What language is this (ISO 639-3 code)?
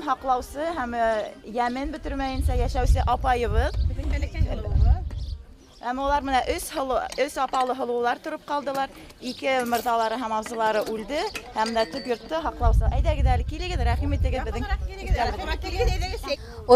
bak